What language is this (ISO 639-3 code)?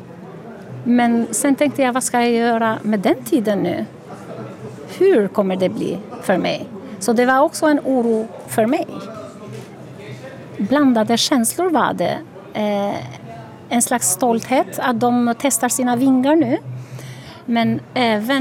swe